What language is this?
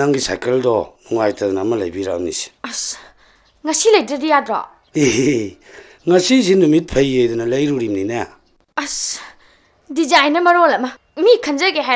Manipuri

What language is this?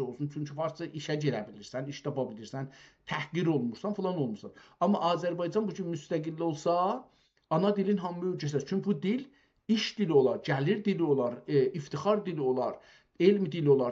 South Azerbaijani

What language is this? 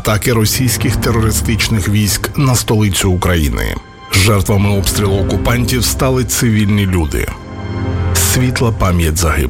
Ukrainian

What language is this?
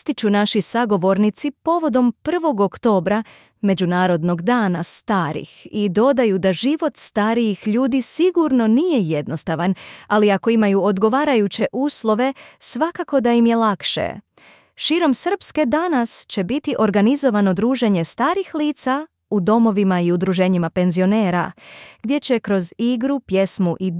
Serbian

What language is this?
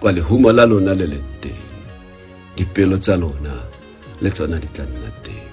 Tswana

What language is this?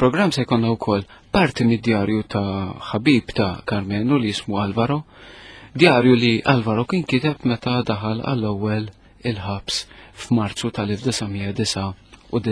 Maltese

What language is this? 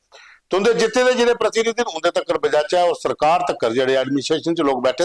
Dogri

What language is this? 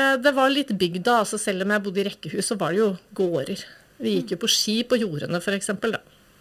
Norwegian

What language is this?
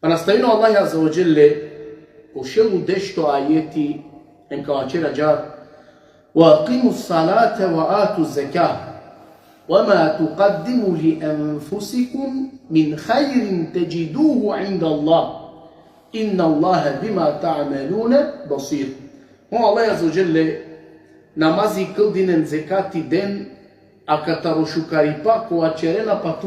Balkan Romani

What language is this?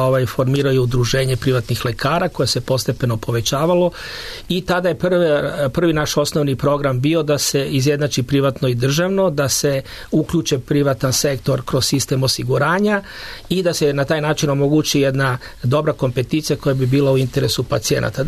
Serbian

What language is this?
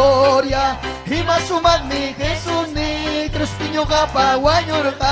Ayacucho Quechua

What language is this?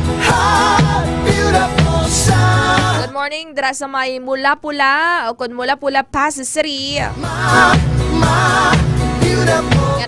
Hiligaynon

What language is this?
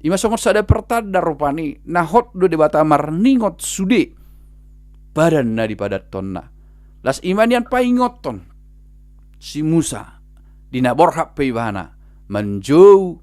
Batak Toba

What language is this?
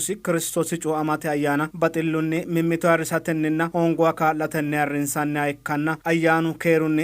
Sidamo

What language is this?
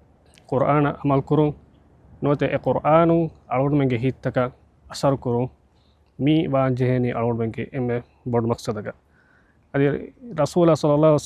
Divehi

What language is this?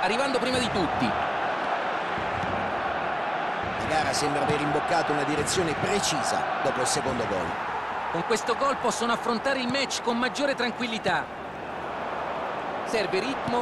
Italian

